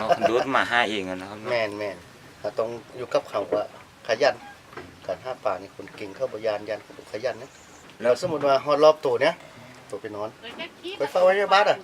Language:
Northeastern Thai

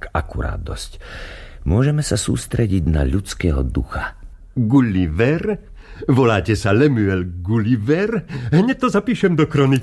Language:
Slovak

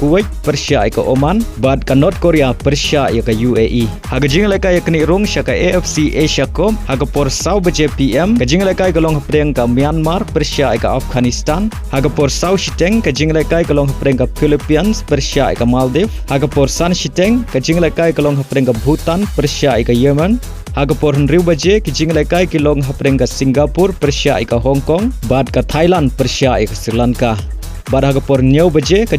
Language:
Khasi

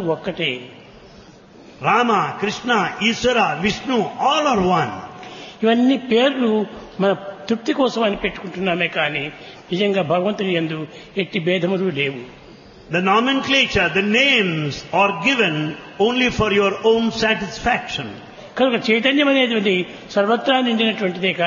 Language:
Telugu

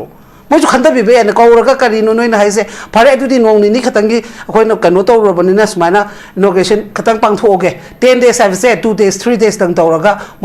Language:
Manipuri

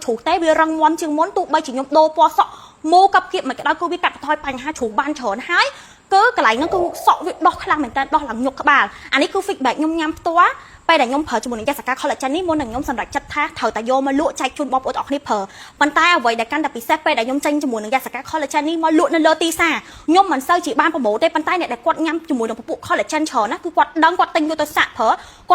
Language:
Khmer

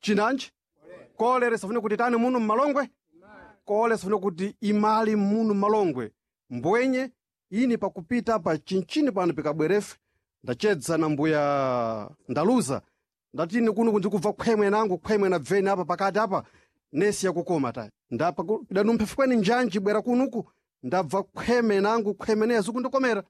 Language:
Sena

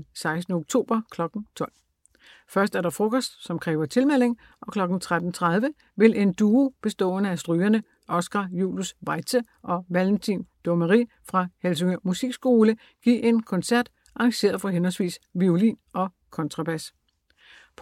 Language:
Danish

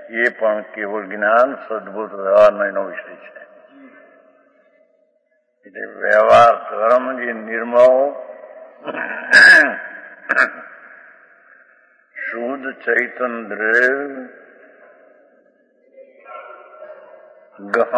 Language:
Gujarati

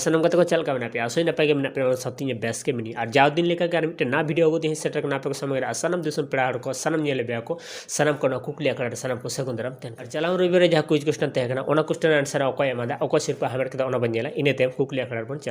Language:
Santali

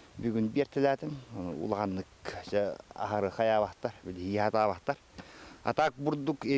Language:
Yakut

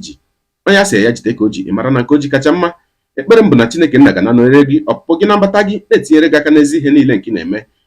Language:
Igbo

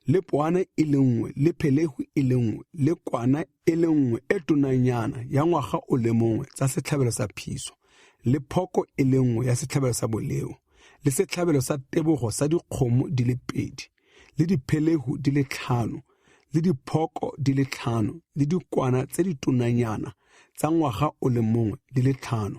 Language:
Tswana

